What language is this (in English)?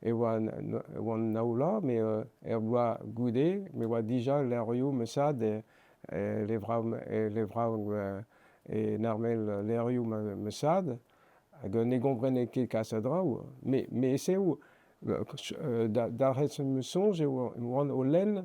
Breton